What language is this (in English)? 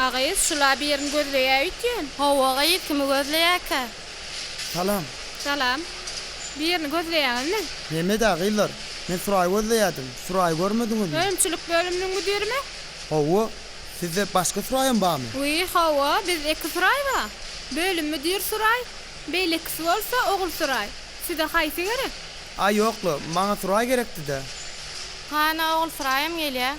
Turkmen